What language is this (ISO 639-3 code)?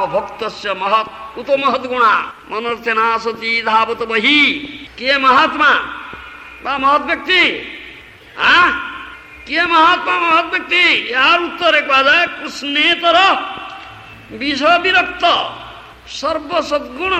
ori